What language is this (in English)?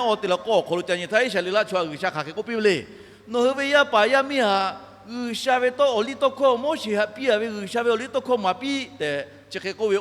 Lahu